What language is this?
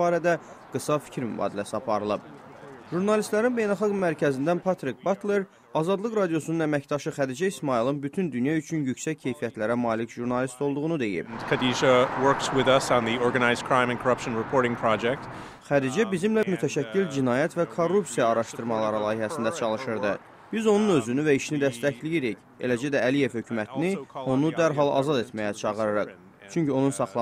Azerbaijani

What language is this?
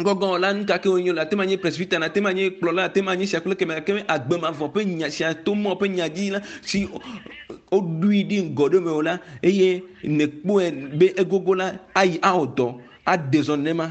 Ewe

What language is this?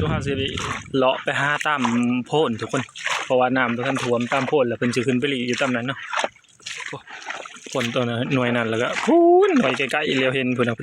Northeastern Thai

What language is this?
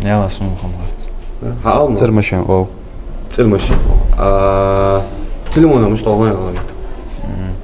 Ingush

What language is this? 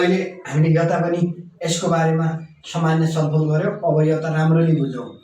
Nepali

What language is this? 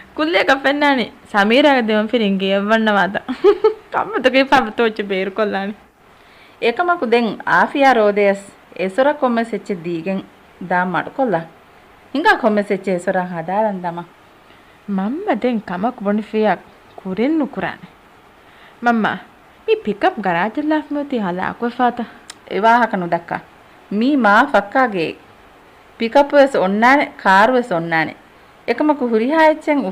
Divehi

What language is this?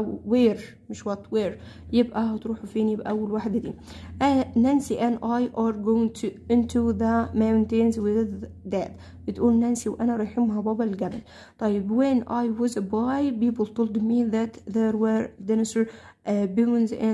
Egyptian Arabic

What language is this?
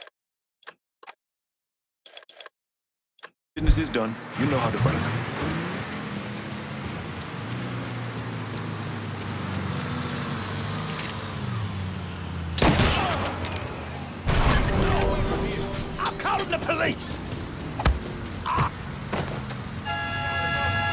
English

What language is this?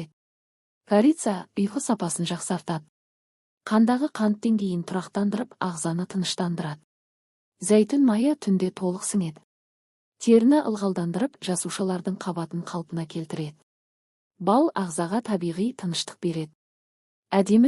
Kazakh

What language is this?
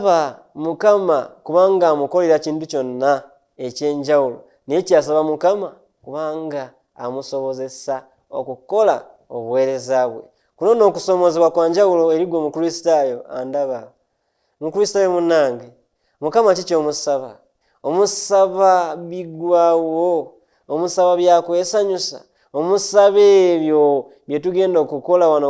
Ganda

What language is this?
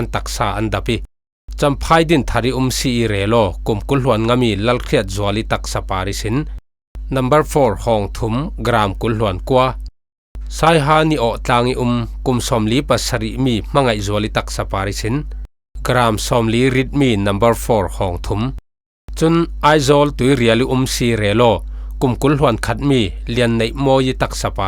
Falam Chin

